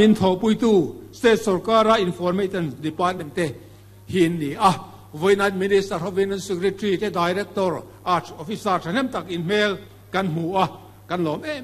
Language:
Mizo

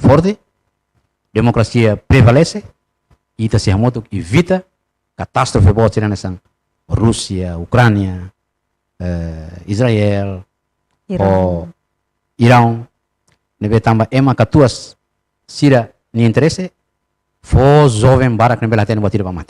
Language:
Tetum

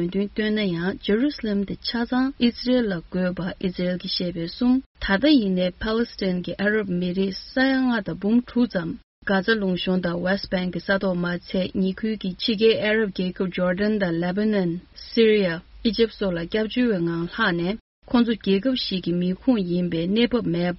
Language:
Tibetan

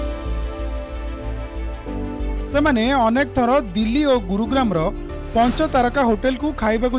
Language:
Odia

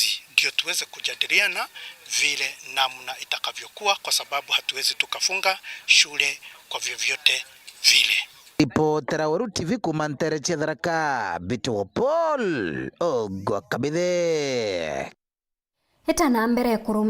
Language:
Meru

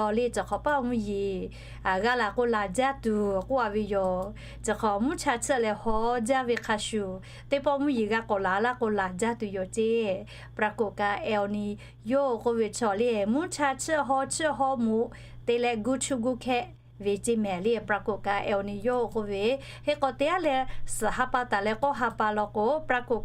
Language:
Lahu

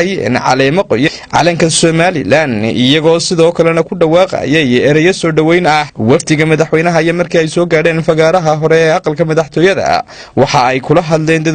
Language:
Somali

